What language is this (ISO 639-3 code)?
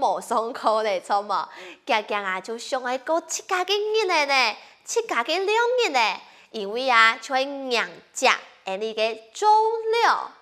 hak